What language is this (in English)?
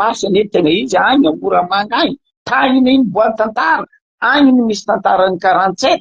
Malagasy